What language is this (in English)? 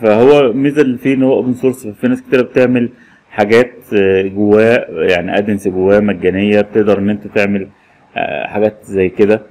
Egyptian Arabic